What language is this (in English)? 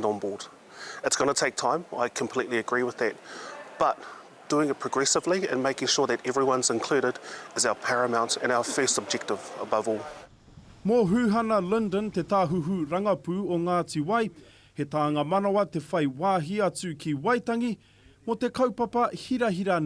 Māori